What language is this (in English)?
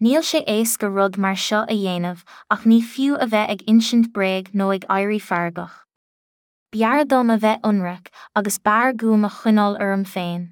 Irish